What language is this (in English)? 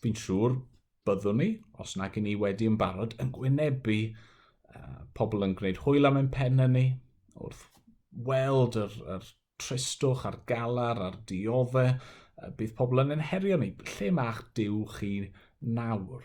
Welsh